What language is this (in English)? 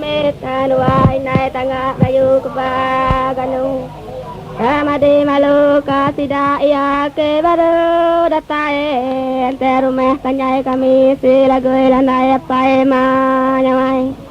Iban